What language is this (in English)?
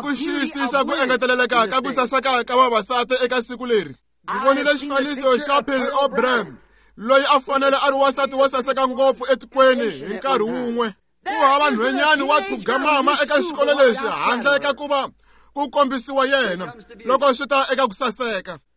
Tsonga